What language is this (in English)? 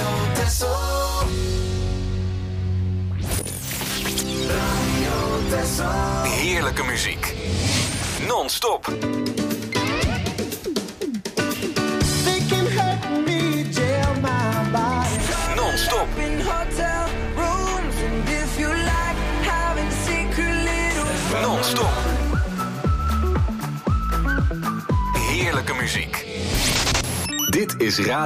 Dutch